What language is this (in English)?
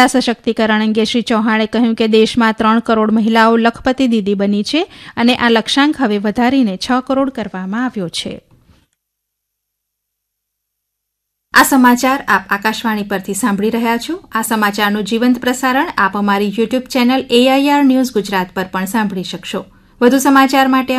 Gujarati